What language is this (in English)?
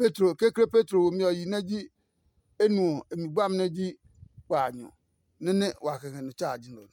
Adangme